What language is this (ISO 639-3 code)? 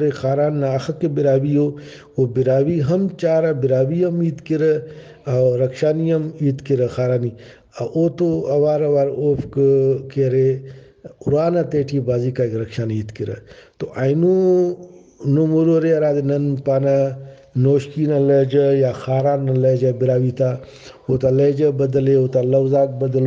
brh